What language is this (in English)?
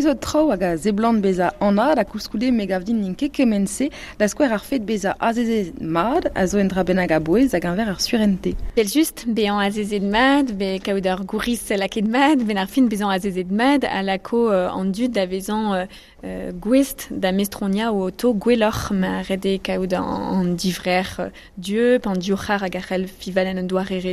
Breton